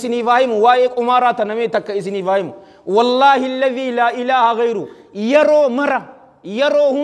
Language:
Oromo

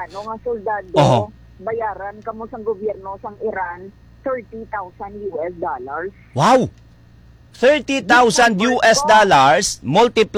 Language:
Hiligaynon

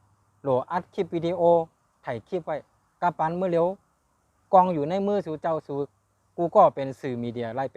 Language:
Shan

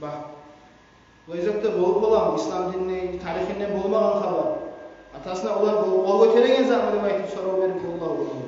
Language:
Kumyk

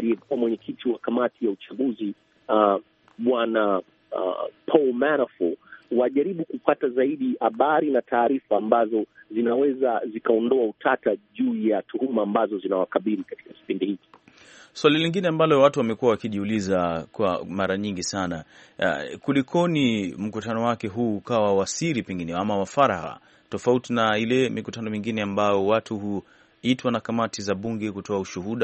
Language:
Swahili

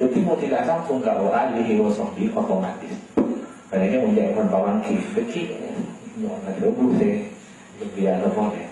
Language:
Madurese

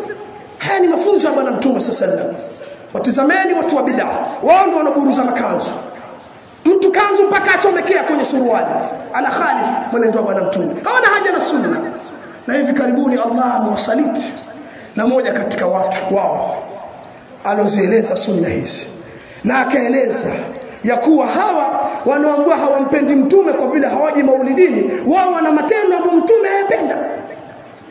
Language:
Swahili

